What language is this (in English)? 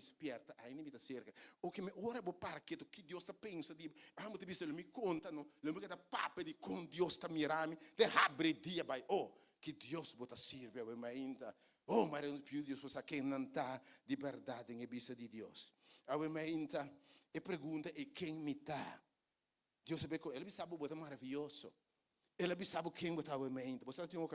Papiamento